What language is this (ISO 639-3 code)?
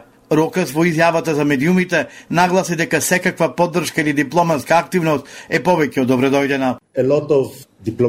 mkd